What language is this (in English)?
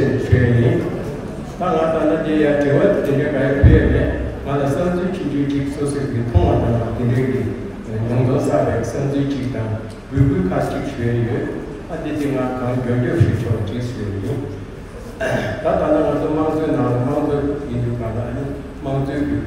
Tibetan